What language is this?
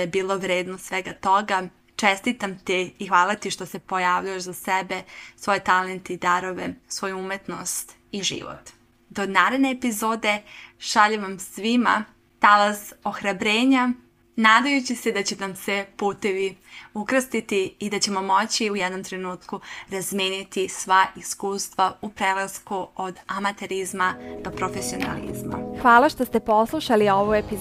Serbian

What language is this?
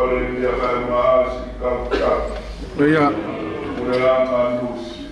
Tongan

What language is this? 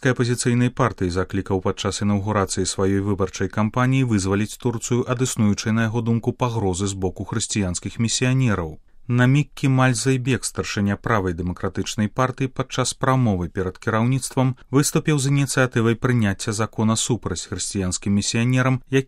Belarusian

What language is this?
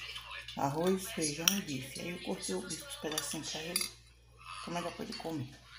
Portuguese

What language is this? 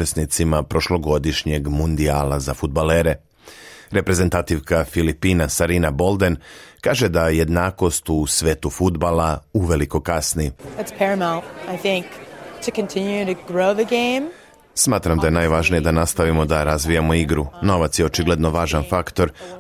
Serbian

